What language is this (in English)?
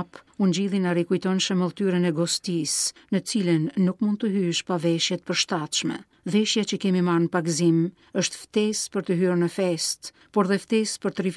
Albanian